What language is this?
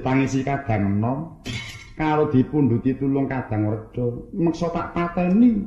Javanese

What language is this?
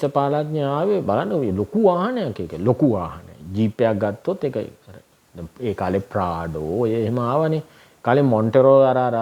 Sinhala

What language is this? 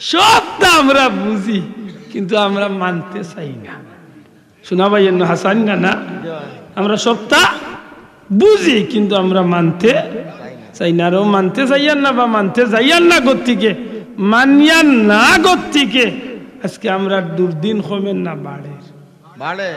Sylheti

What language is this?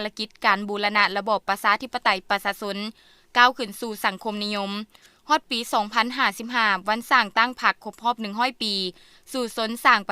Lao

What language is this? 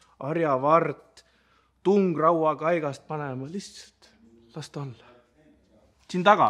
Estonian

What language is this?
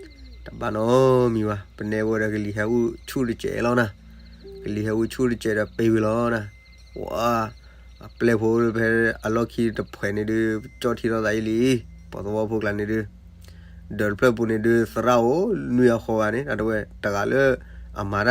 S'gaw Karen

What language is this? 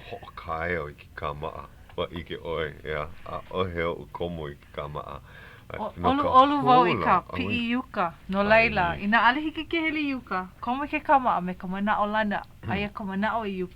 Hawaiian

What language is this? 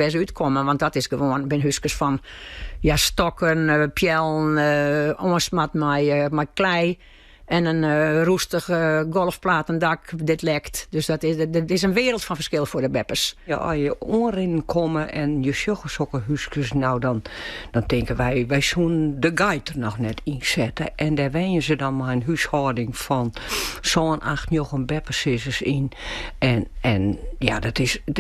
Western Frisian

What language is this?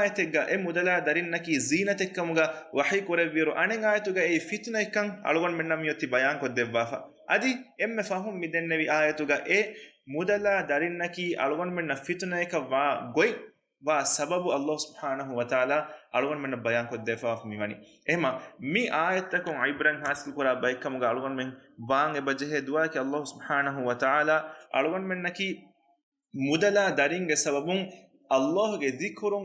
Divehi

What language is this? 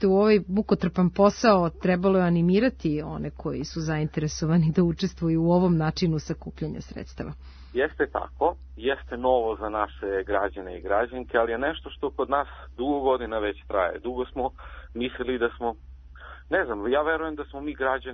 Serbian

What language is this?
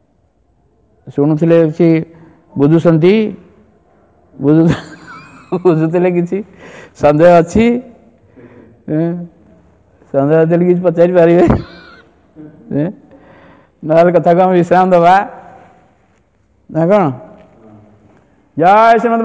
Odia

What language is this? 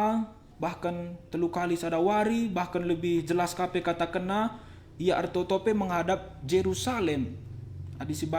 Batak Karo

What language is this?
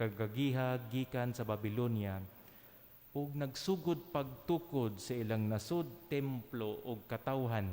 Cebuano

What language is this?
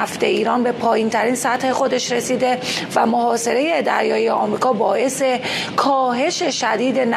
Persian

